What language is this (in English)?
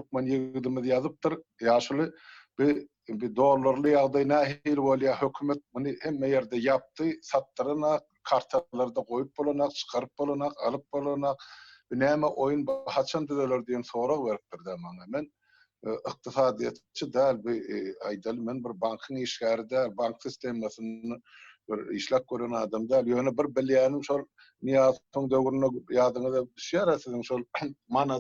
Turkmen